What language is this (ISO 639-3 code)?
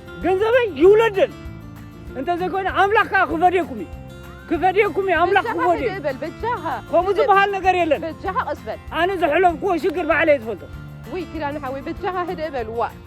tir